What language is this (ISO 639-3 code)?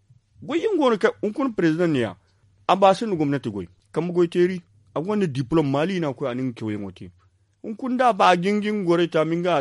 dje